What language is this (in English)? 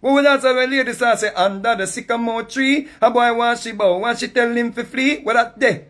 Jamaican Creole English